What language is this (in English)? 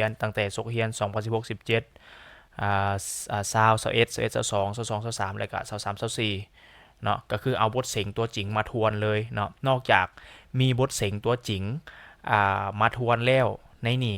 Lao